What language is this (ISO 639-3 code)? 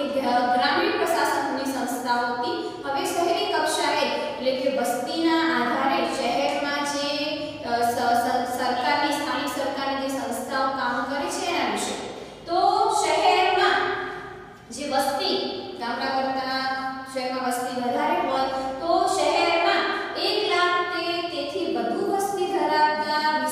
guj